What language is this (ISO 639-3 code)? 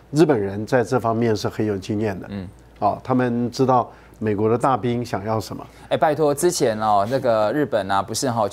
zho